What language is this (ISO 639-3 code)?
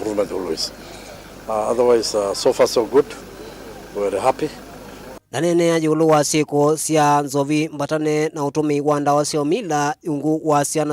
kam